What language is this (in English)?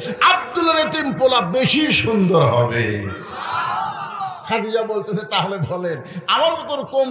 Bangla